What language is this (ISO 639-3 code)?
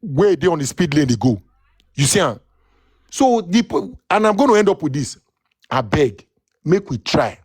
pcm